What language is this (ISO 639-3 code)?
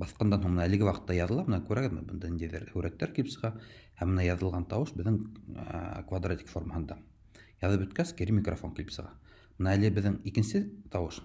bak